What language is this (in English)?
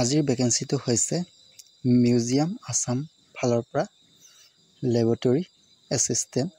Assamese